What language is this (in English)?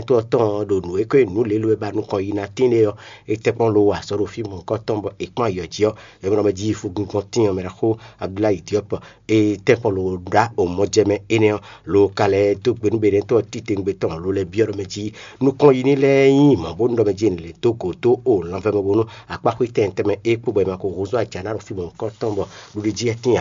Fon